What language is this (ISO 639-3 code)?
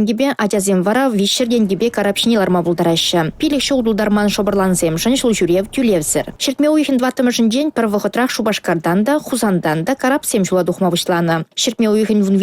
chv